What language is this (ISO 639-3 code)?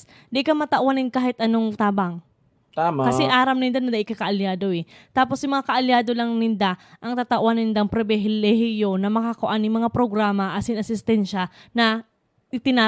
bik